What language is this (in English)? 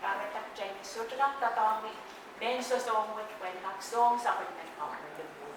Pohnpeian